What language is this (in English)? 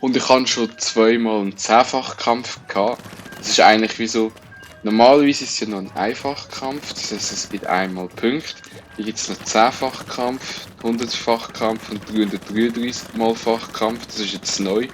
Swiss German